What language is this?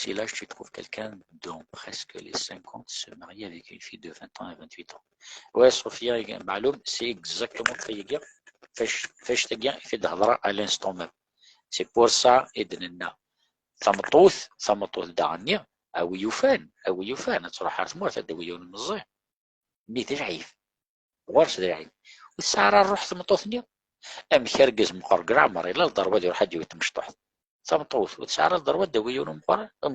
Kabyle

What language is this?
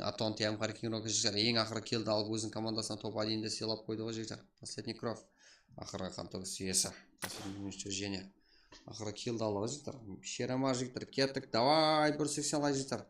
Kara-Kalpak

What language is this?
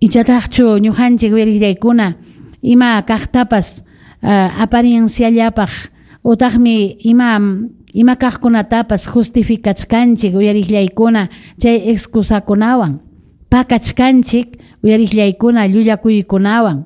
Ayacucho Quechua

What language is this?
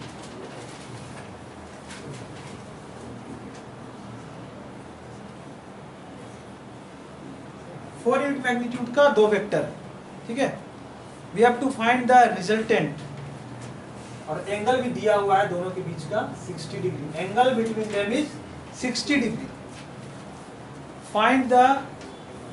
Hindi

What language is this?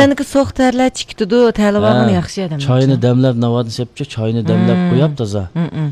Uyghur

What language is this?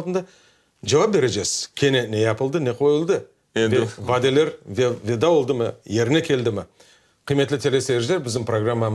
Crimean Tatar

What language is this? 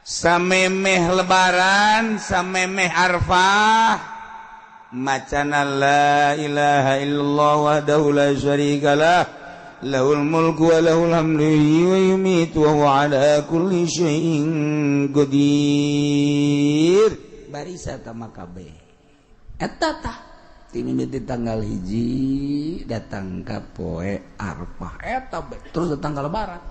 Sundanese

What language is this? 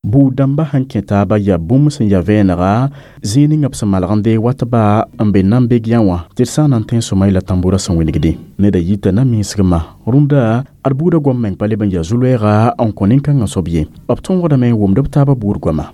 Mossi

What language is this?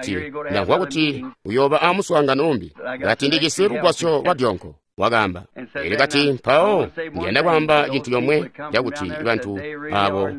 Tonga (Zambia)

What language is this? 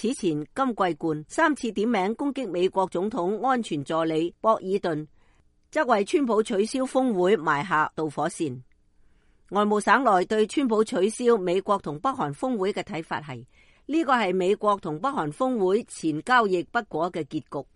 Cantonese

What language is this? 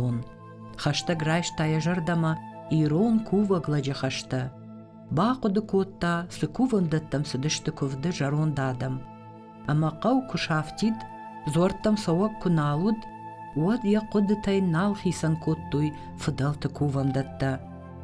Ossetic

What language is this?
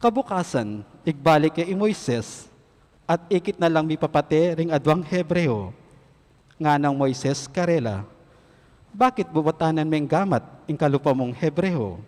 Pampanga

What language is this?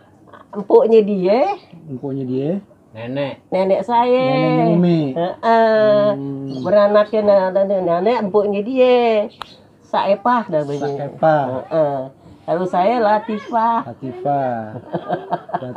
Betawi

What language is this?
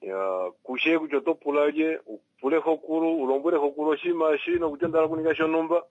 Kuanyama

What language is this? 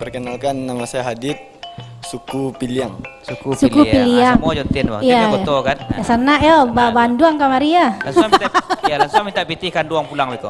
Minangkabau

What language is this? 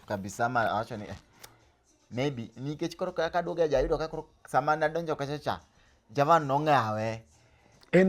Luo (Kenya and Tanzania)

